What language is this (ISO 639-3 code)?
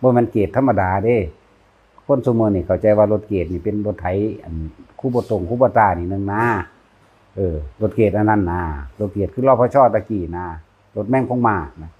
tts